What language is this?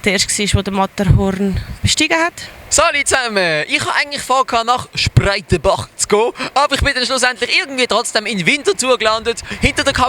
Swiss German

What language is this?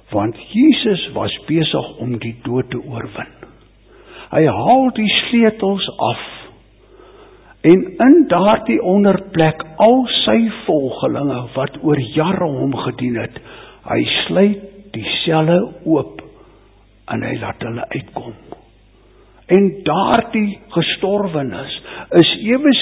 Afrikaans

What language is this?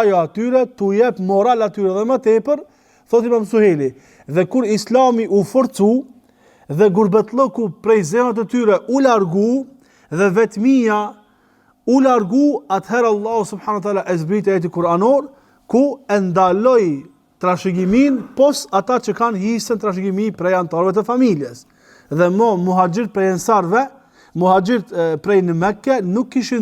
Albanian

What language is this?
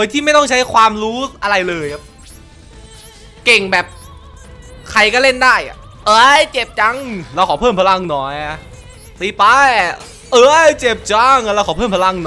Thai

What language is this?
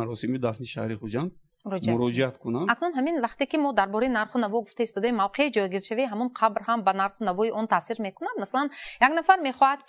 Tajik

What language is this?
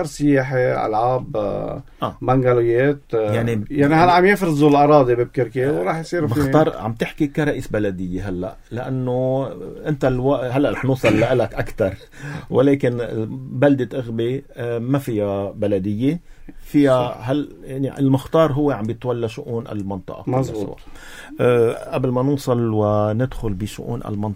North Levantine Arabic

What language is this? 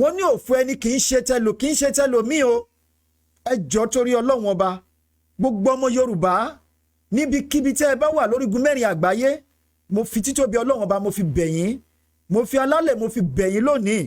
Yoruba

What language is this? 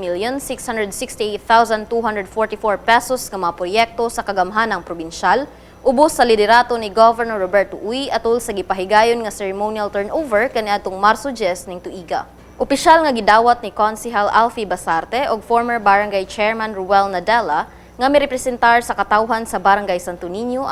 Cebuano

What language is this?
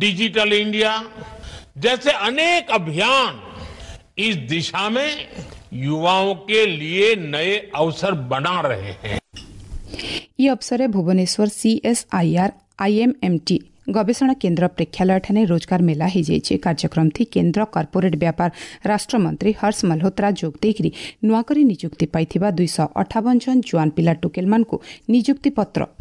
Odia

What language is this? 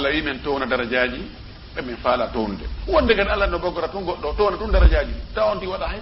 Fula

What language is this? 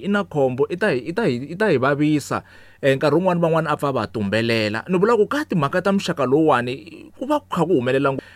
Tsonga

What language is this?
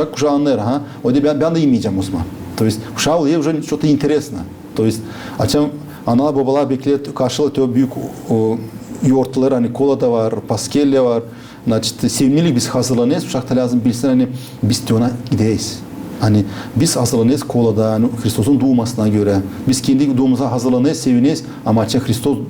Gagauz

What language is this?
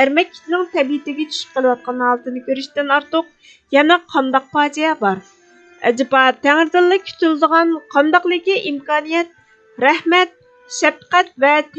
Uyghur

